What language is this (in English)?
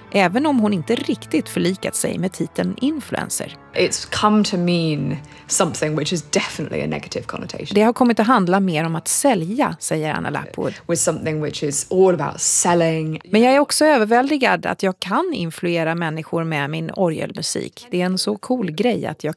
Swedish